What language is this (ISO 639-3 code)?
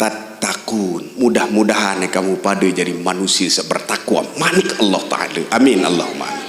sas